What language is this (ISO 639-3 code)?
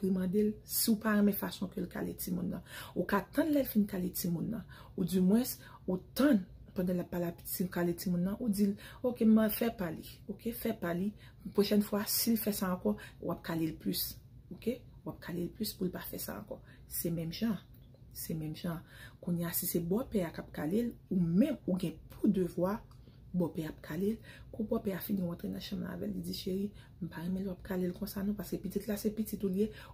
hat